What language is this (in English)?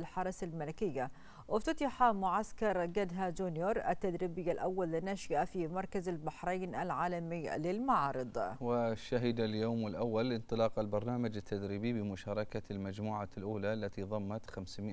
Arabic